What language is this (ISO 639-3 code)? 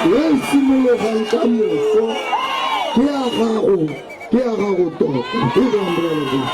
tsn